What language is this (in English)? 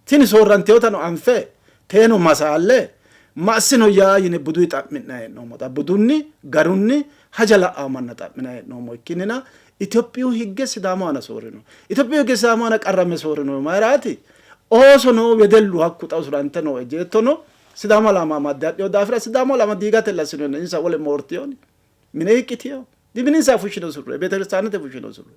Sidamo